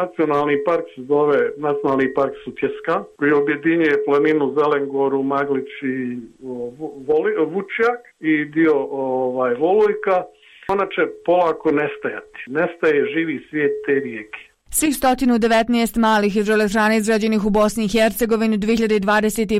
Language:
Bosnian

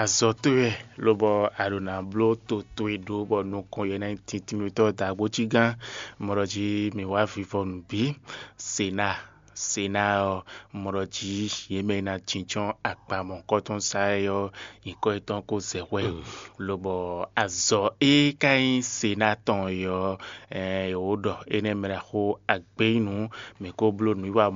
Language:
Fon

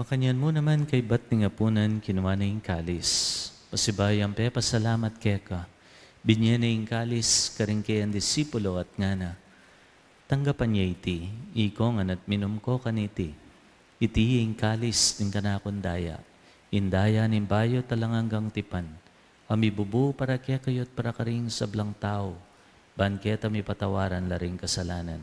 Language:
Pampanga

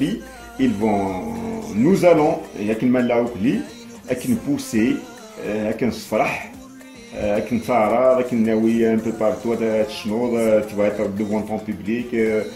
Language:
Kabyle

